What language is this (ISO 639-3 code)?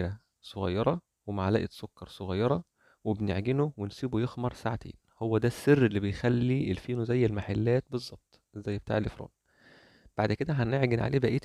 arz